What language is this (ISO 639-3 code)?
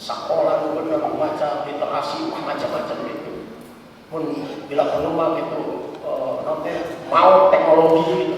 sun